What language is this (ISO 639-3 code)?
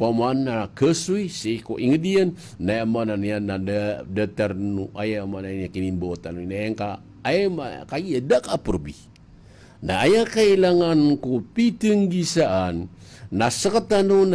mrw